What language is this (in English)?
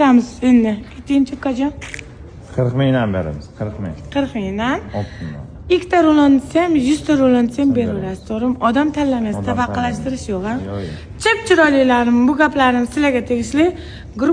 Uzbek